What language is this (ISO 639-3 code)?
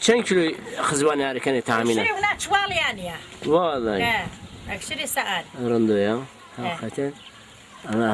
zza